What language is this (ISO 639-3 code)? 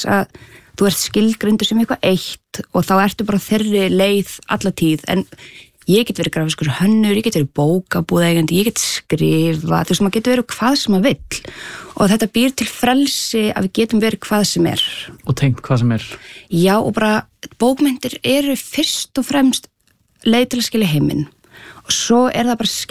isl